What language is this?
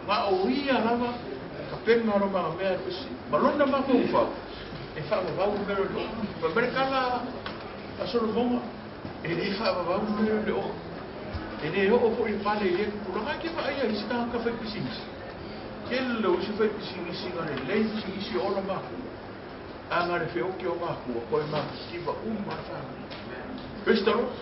Samoan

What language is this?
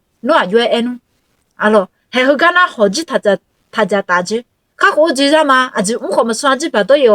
Akha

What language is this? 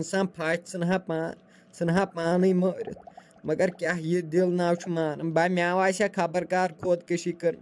Kashmiri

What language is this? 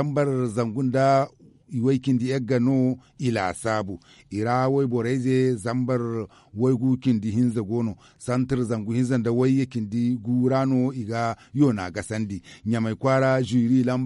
Zarma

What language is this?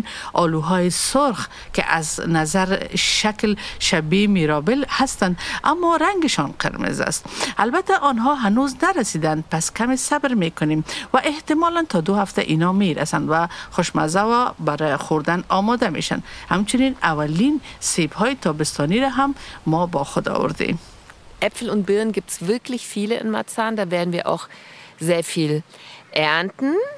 Persian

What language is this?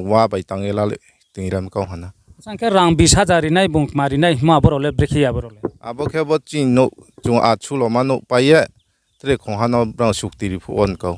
Riang (India)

